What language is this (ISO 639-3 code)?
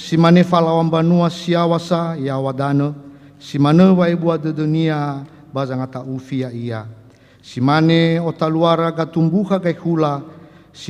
nia